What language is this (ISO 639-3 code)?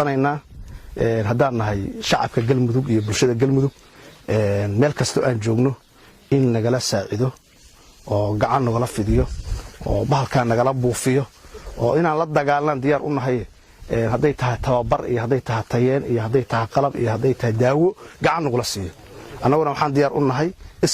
som